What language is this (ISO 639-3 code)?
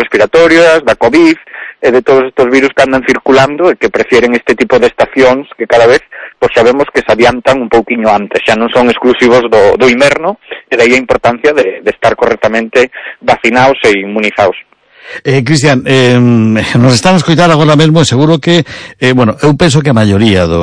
glg